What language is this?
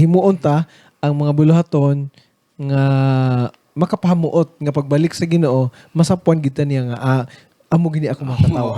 Hiligaynon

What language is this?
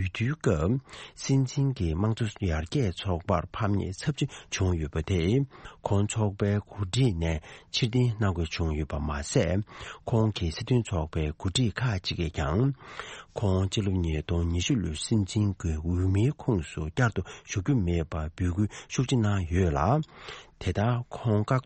Tibetan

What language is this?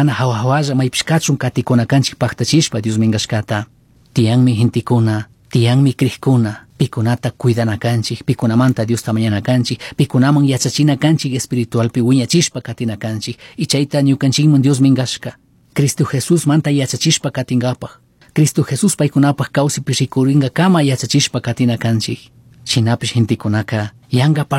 Chimborazo Highland Quichua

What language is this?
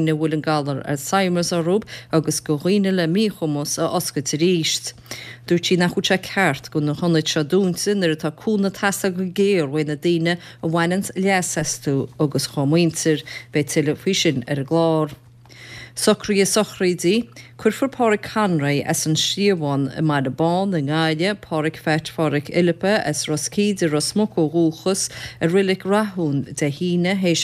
Irish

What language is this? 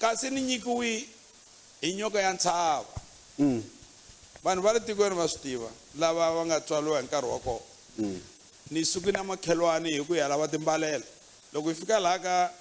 Tsonga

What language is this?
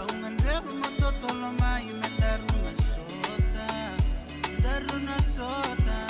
Fijian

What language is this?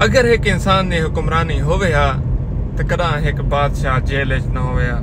Saraiki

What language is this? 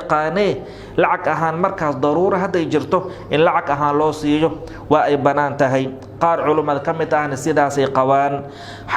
Somali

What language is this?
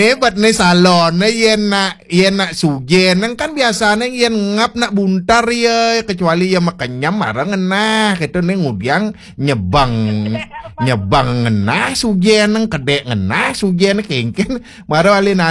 Balinese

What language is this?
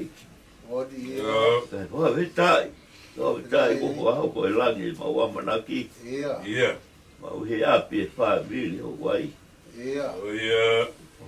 Tongan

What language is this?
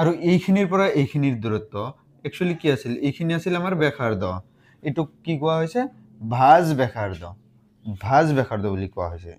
Assamese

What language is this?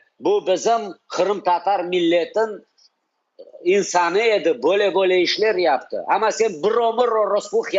Crimean Tatar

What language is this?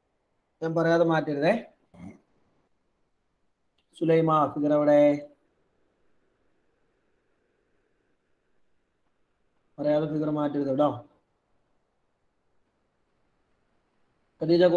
Malayalam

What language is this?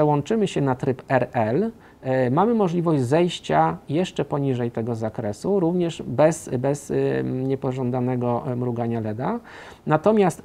Polish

